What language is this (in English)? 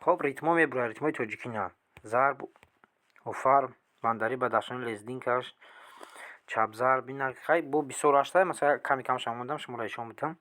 Tajik